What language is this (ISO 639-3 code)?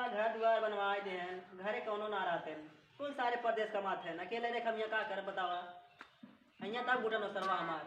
awa